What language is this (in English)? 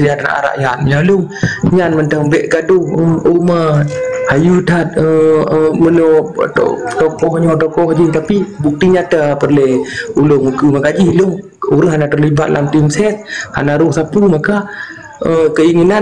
Achinese